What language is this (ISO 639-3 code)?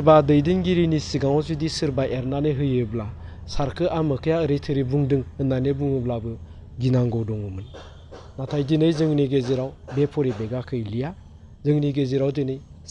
brx